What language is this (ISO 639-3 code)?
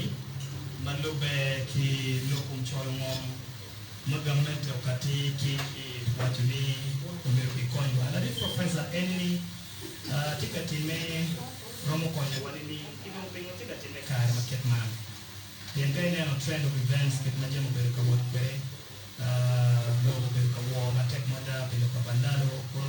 ach